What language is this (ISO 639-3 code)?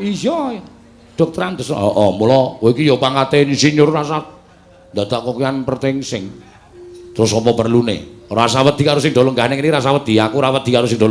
jav